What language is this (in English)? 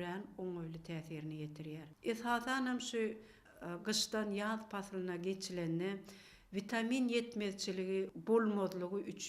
Turkmen